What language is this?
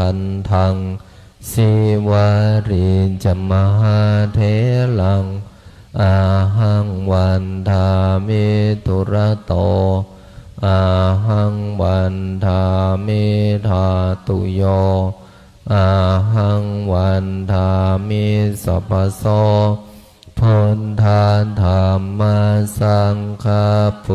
Pali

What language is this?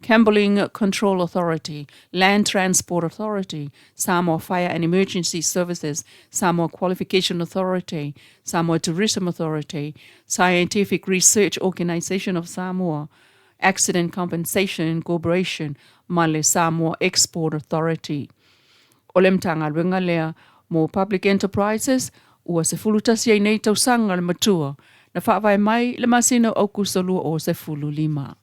Samoan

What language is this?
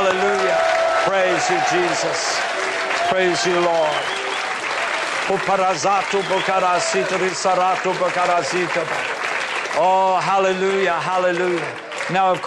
English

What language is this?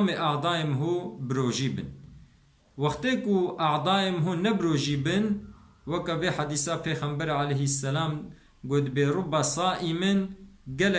Kurdish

